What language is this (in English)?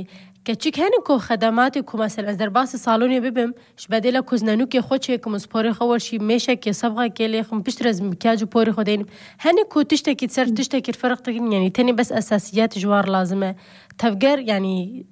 Kurdish